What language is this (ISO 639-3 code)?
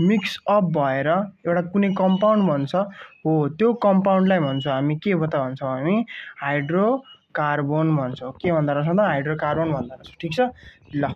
nep